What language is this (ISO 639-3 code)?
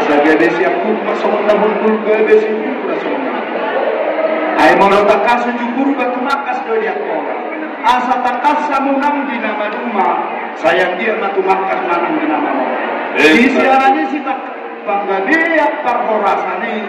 bbc